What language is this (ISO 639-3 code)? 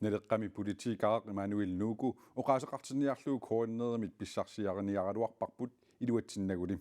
kal